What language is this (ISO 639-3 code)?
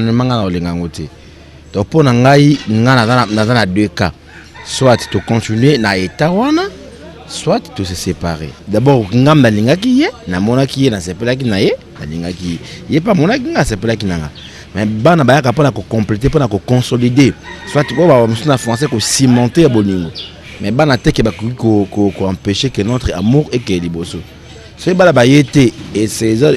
lin